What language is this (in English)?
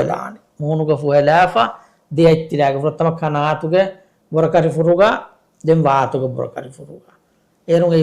Divehi